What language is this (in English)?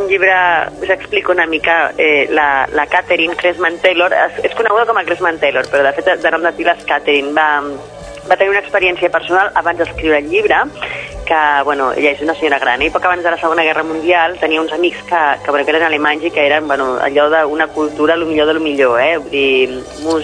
Catalan